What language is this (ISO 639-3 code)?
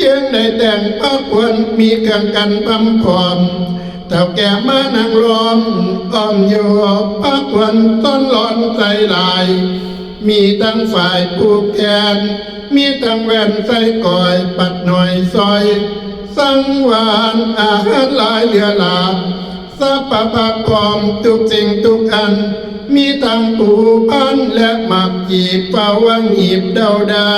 tts